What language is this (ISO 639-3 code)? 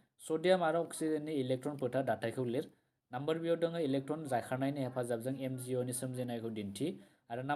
brx